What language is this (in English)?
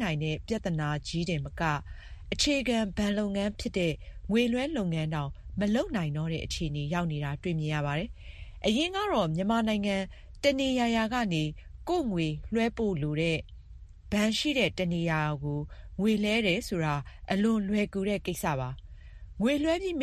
Burmese